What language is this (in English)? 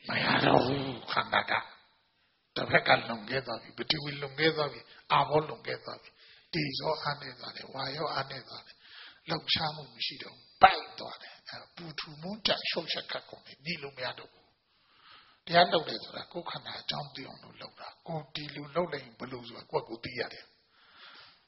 Burmese